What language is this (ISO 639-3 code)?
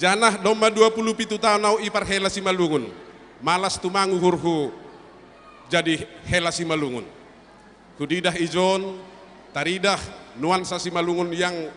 bts